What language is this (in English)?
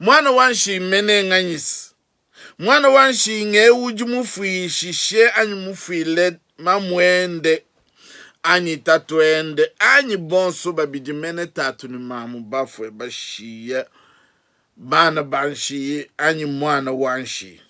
Luba-Lulua